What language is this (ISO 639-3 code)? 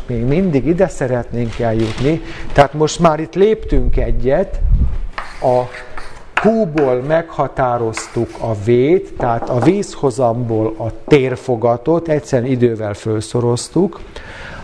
hun